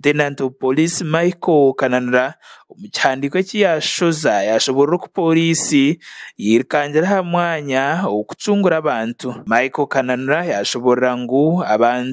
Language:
Nyankole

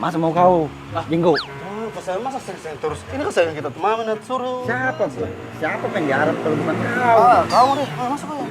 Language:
Makassar Malay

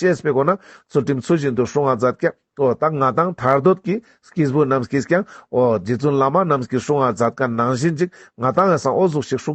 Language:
Ladakhi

